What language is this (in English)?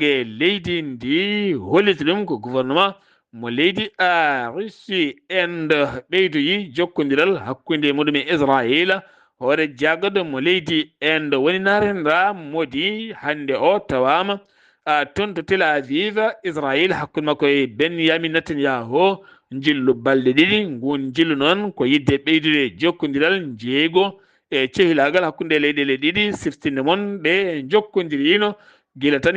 Fula